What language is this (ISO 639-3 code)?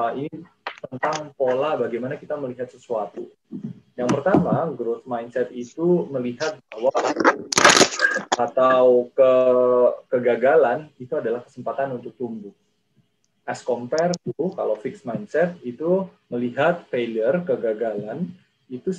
ind